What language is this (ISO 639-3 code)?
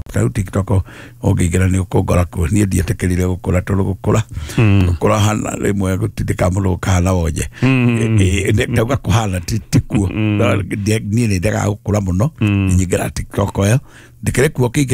kik